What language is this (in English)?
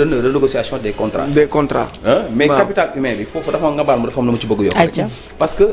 Wolof